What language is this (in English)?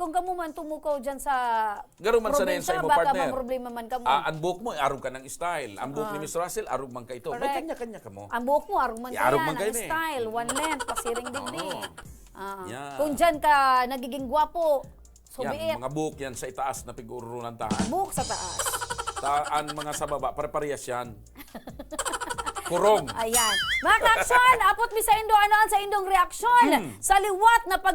Bikol